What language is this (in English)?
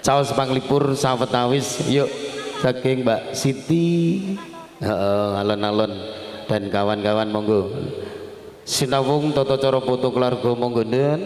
Javanese